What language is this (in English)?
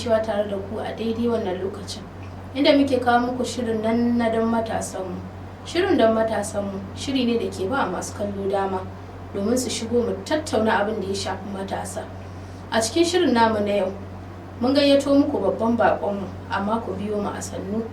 Hausa